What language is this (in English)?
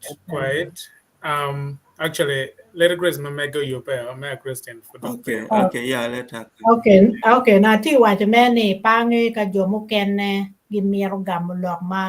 Acoli